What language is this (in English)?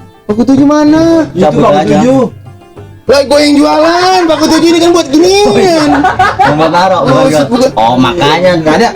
Betawi